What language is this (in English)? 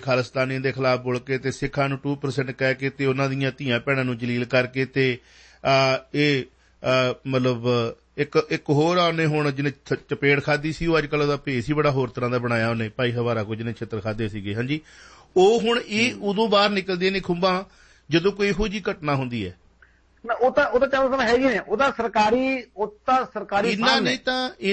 Punjabi